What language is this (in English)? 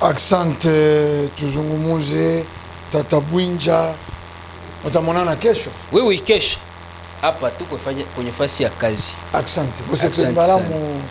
Lingala